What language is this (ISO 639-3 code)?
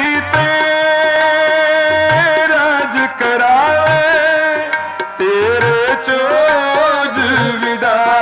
pan